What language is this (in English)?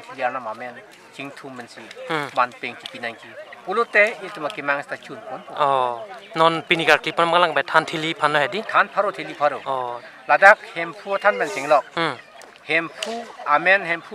Karbi